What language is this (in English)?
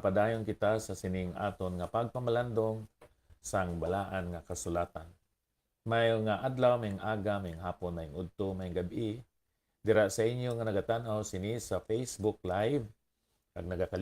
Hiligaynon